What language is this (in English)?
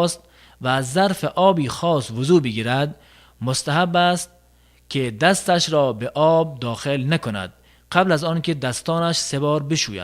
Tajik